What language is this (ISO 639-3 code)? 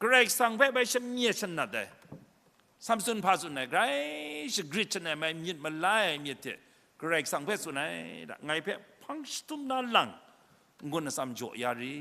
kac